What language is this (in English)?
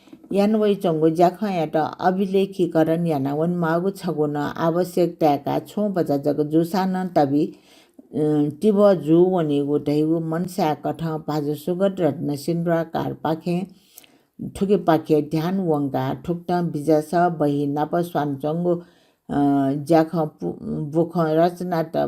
Newari